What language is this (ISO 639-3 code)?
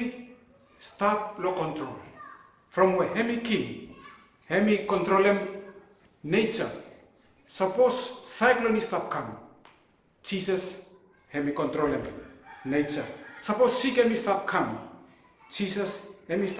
bis